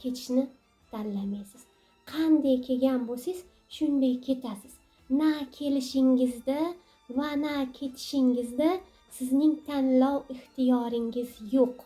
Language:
Uzbek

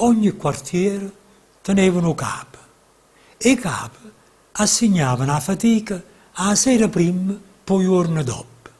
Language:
Neapolitan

